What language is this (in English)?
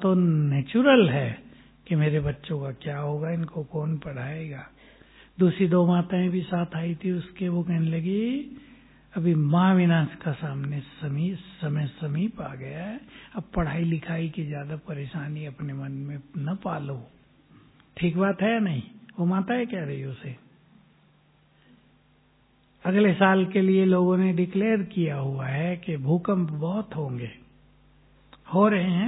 Hindi